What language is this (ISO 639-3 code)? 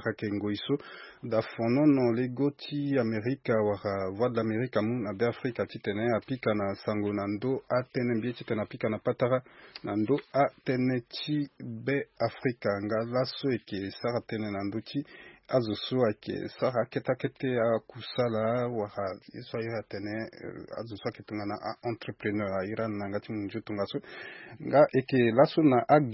sag